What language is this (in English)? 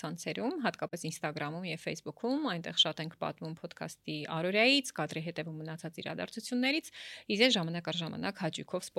Armenian